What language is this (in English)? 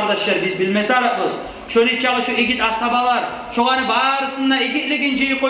Kumyk